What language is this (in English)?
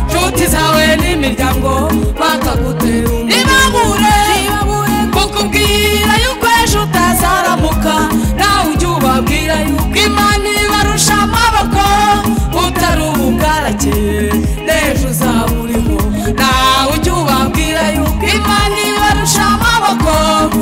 Kinyarwanda